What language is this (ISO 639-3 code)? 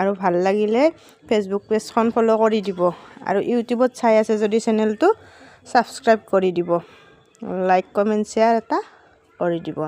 asm